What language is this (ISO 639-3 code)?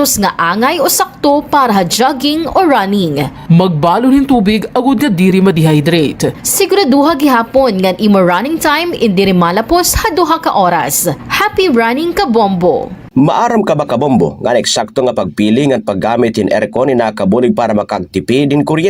war